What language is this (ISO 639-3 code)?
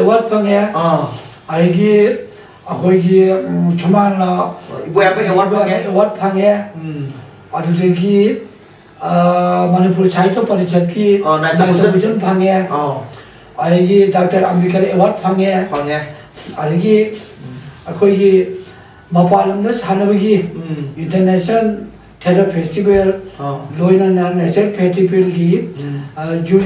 mni